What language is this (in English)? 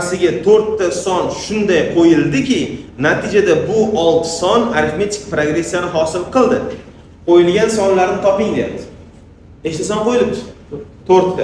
Uzbek